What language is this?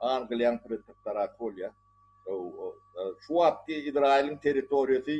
Turkmen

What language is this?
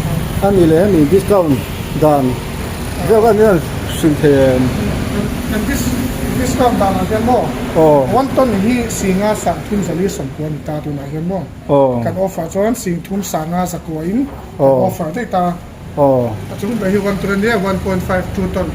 Mizo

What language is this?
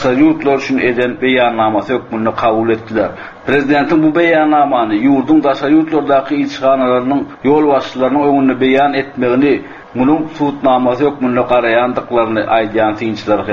Turkmen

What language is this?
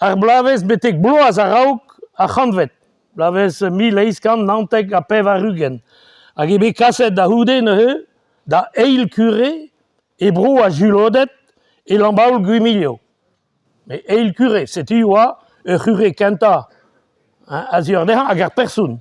Breton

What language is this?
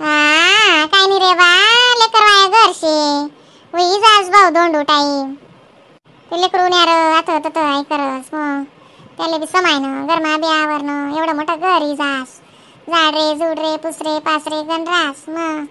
Khandesi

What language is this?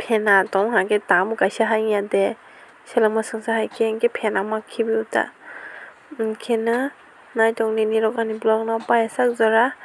Kok Borok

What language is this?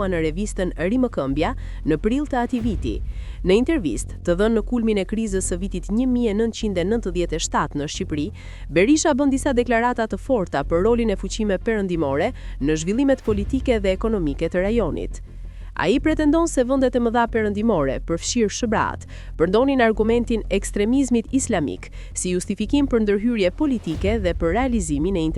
Albanian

